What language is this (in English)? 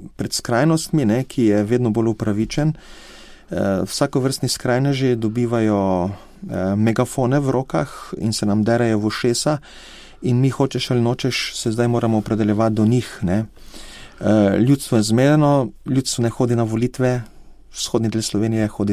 Slovenian